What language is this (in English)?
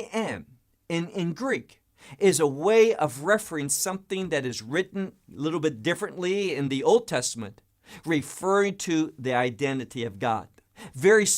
English